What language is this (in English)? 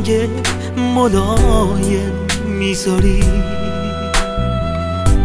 Persian